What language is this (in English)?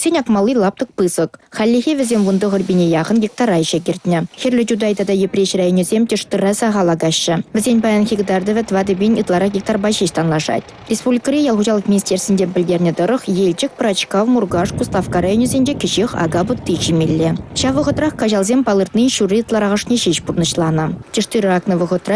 Chuvash